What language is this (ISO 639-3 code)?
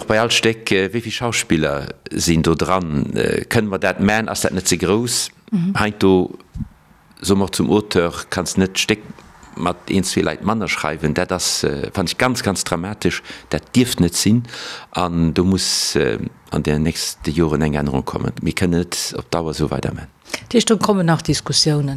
ltz